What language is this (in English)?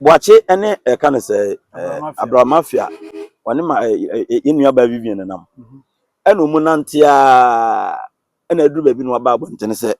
Akan